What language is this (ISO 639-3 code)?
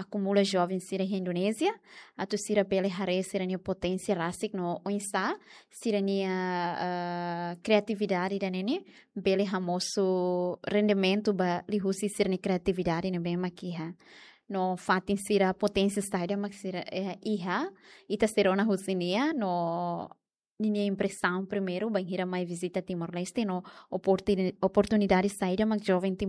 tet